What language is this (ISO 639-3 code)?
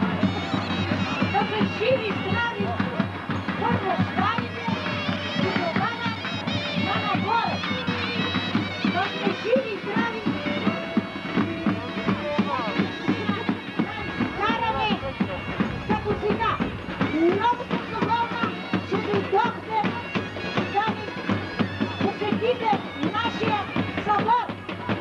bul